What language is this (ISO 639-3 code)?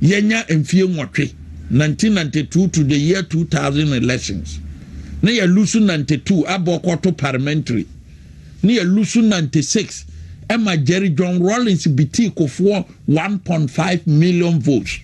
aka